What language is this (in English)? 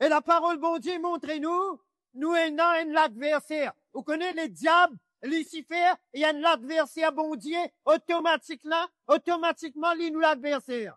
Morisyen